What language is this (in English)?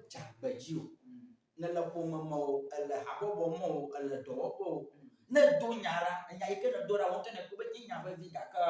Ewe